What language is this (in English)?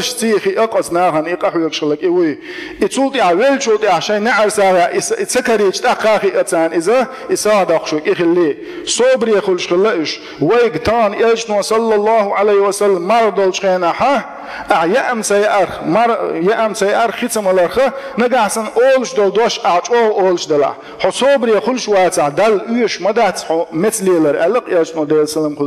Chechen